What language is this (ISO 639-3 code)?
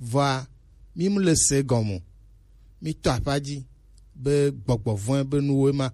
gej